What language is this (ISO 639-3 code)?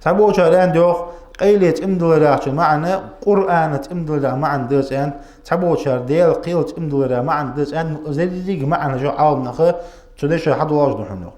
inh